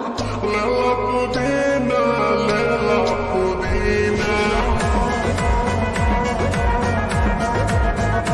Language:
Bhojpuri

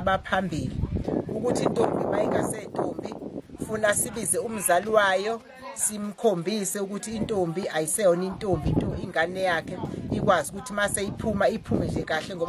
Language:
Zulu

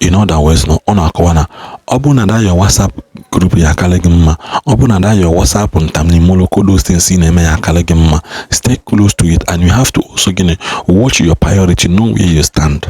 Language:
Igbo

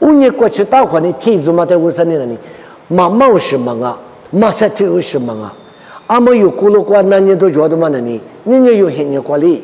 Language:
Lisu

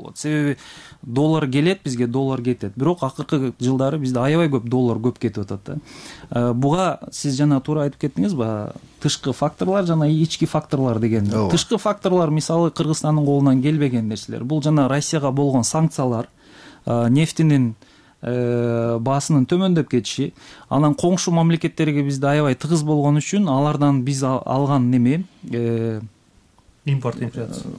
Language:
Kyrgyz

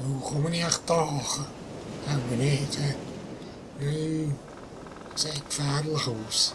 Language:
Swiss German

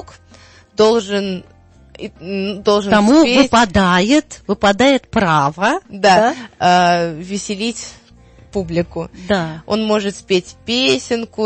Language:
Russian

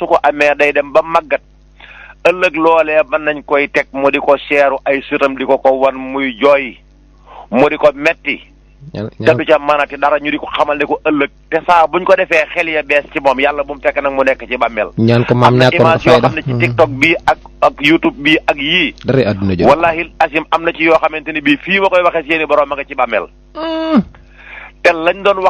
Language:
Wolof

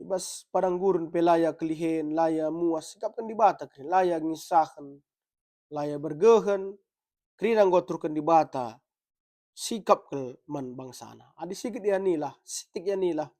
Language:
Batak Karo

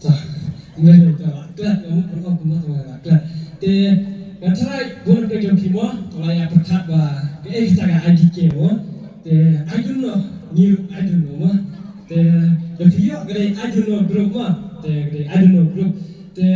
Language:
Khasi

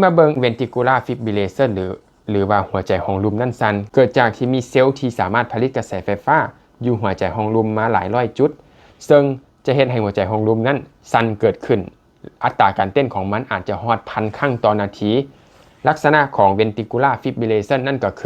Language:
Lao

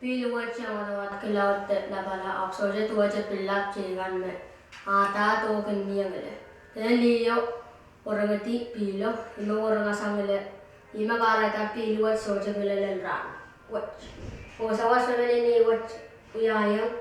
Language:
Pohnpeian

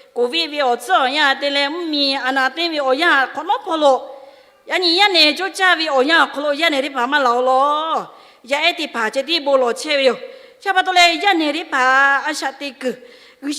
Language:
Lahu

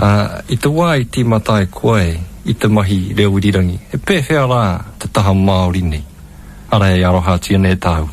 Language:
Māori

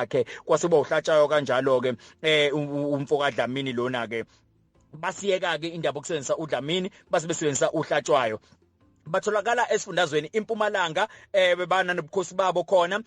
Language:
Zulu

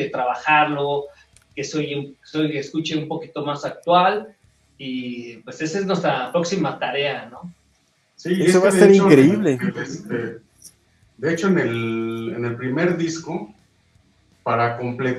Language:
Spanish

